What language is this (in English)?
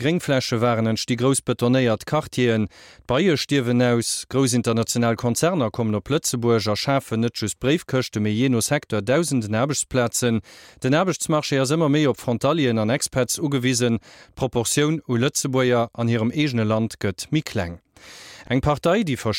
Luxembourgish